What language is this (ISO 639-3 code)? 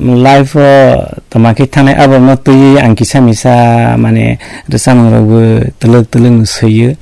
trp